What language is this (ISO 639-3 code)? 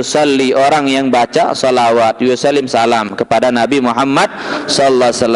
sas